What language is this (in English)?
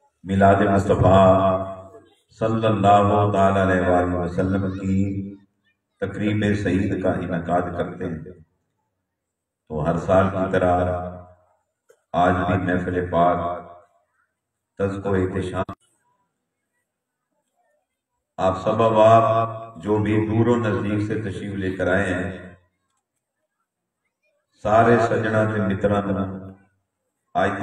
Urdu